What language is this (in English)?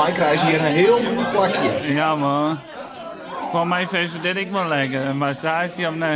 Western Frisian